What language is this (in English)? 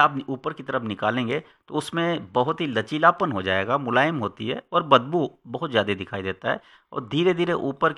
Hindi